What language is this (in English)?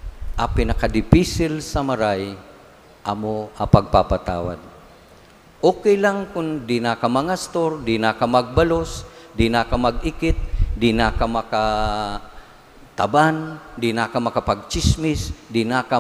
Bikol